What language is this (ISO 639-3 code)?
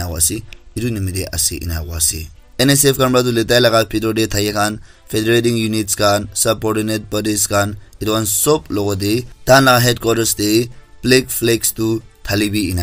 nag